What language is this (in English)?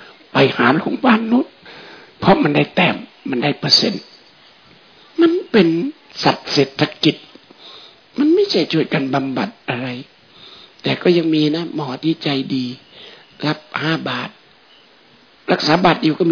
Thai